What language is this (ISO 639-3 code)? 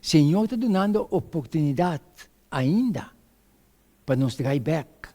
pap